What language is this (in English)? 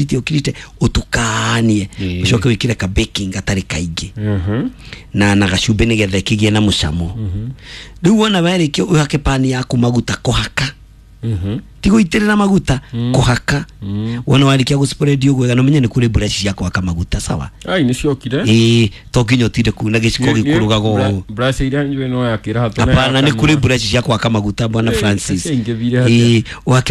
Kikuyu